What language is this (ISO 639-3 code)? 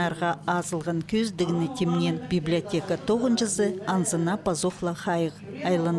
kjh